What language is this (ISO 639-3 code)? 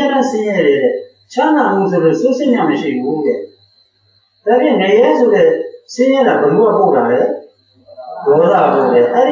mya